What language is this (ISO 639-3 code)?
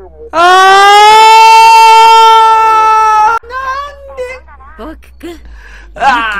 jpn